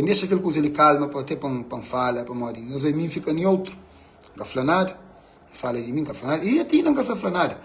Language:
Kabuverdianu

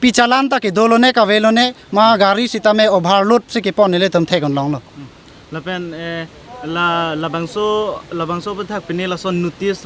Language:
Karbi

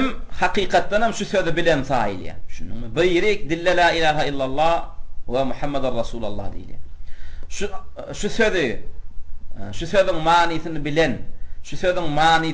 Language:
Turkmen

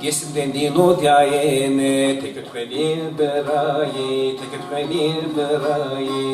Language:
Zaza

